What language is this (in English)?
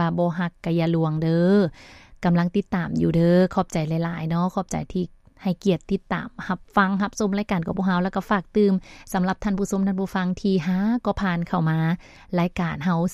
Lao